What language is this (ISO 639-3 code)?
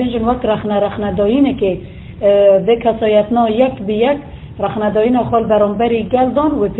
kur